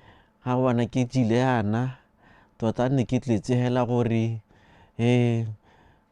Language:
Tswana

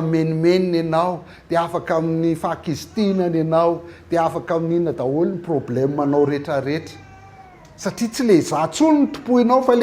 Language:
Malagasy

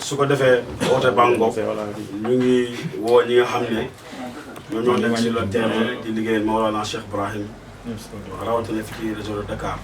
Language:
Wolof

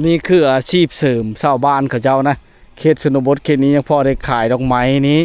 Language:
Lao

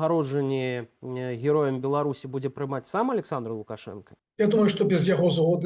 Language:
Belarusian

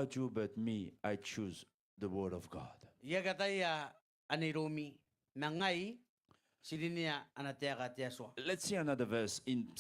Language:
Gilbertese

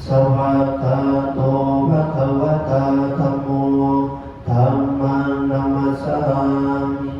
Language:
Pali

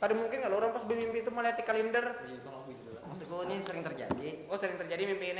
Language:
Banjar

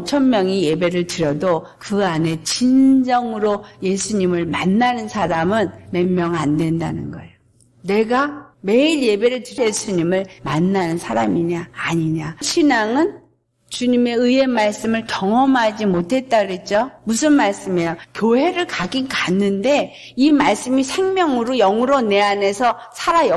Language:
Korean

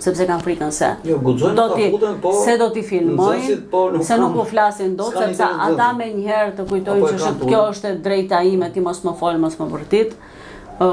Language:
Albanian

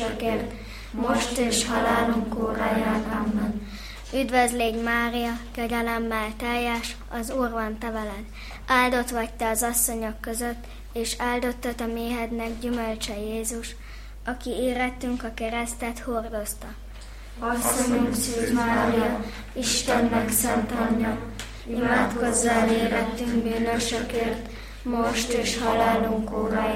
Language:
Hungarian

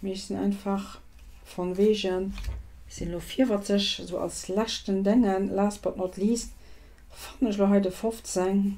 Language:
Luxembourgish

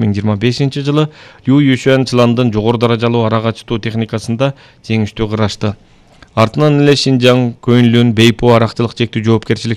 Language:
Kyrgyz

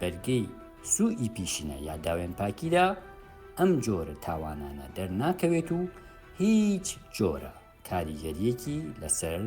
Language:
Central Kurdish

